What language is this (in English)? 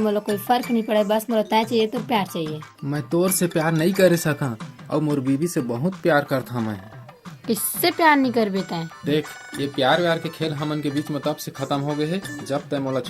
Chhattisgarhi